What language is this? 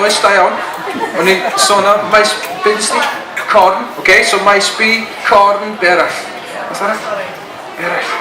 Welsh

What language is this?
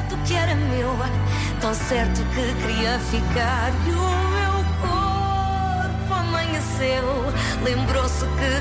Portuguese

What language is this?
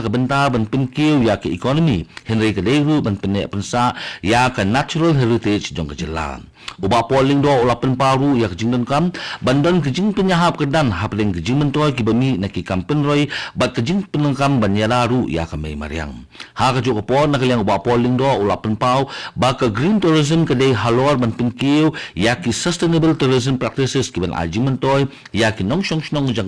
Khasi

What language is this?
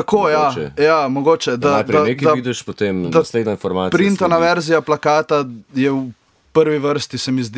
Slovenian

